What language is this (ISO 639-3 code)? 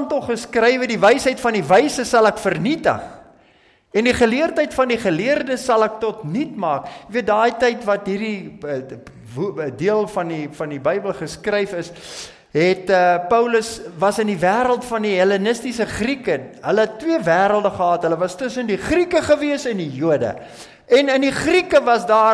afr